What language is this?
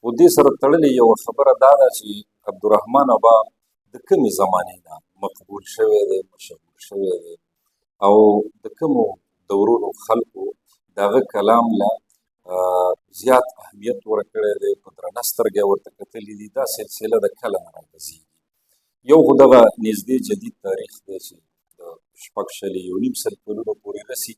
Pashto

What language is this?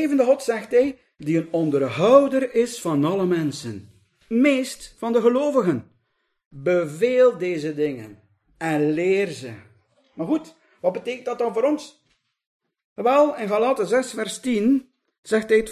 Dutch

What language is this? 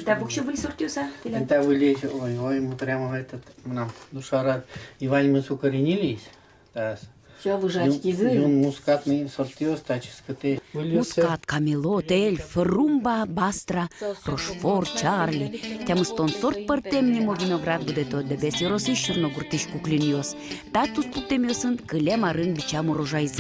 Udmurt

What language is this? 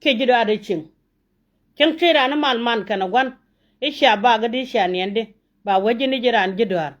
Nuer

